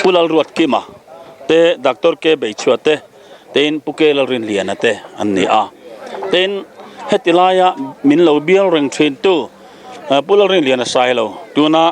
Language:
Mizo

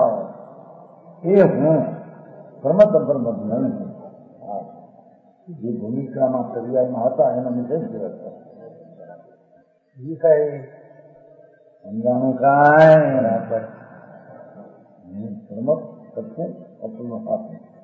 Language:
Gujarati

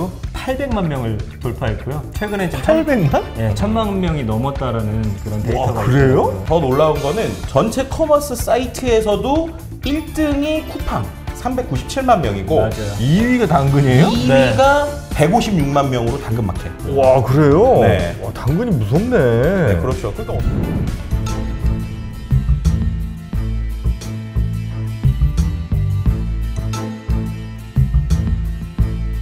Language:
Korean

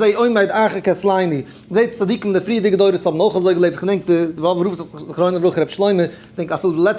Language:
Yiddish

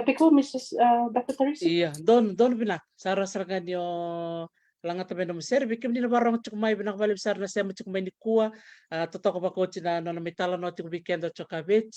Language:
Fijian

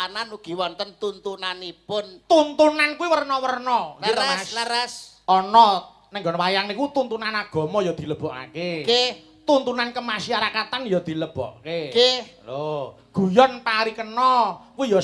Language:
Javanese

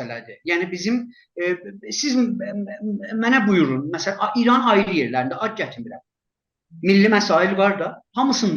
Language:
South Azerbaijani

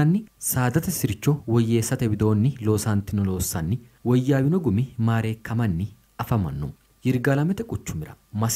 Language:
Sidamo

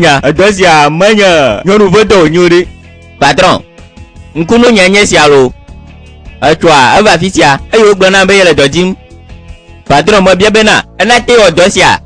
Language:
Gen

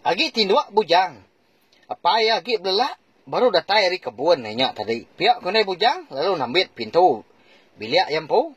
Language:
Iban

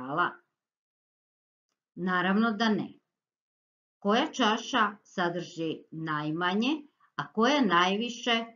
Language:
Croatian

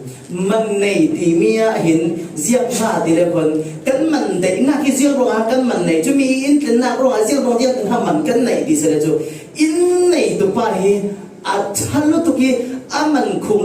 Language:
Falam Chin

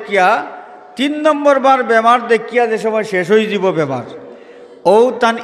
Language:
Sylheti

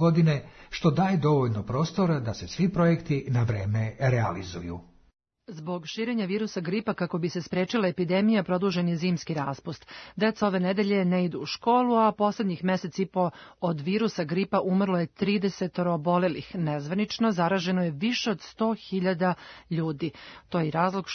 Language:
Serbian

